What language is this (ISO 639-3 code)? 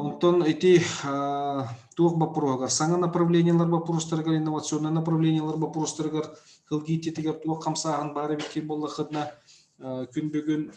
sah